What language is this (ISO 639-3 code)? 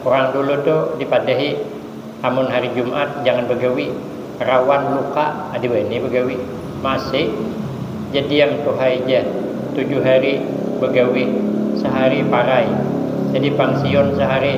bjn